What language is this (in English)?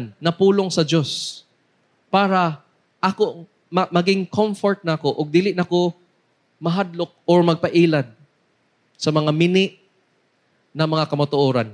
Cebuano